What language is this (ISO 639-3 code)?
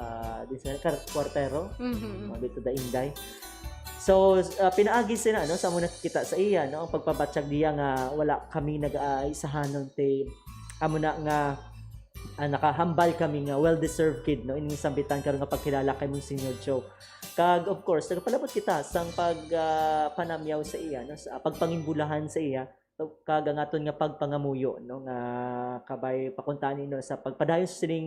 hil